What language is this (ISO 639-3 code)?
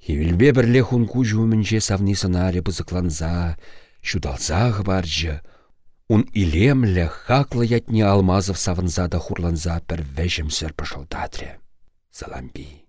chv